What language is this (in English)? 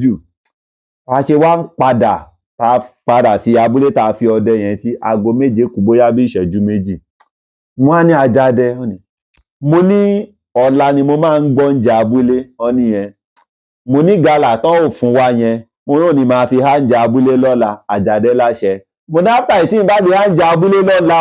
Yoruba